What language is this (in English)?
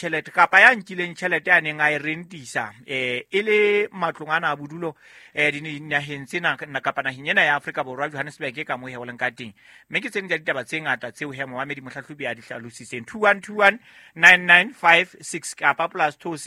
Southern Sotho